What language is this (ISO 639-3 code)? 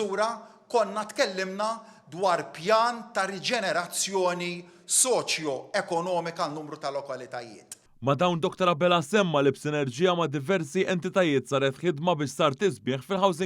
mlt